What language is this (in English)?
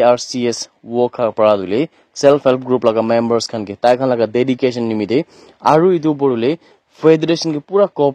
Naga Pidgin